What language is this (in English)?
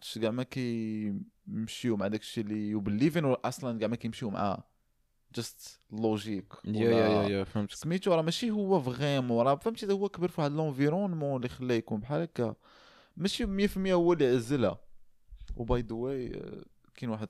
Moroccan Arabic